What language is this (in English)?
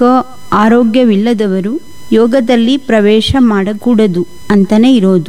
Kannada